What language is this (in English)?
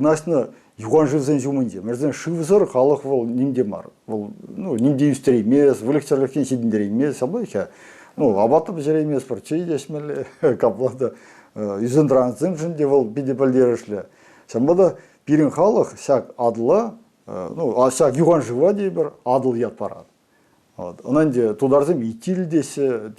Chuvash